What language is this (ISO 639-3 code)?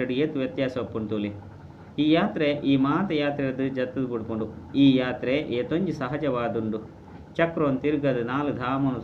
tcy